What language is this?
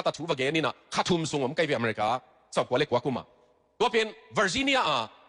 Tedim Chin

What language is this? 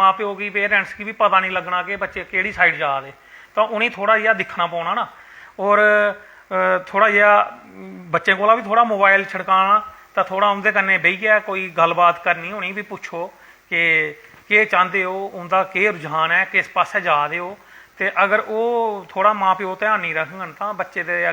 Dogri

